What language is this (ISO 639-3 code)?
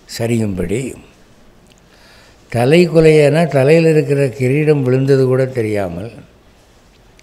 tam